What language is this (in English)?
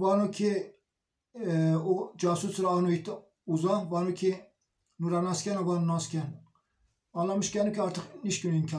Zaza